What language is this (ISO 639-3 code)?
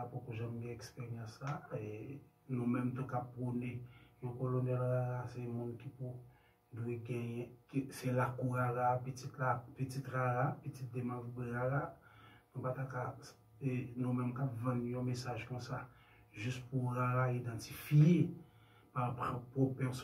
hat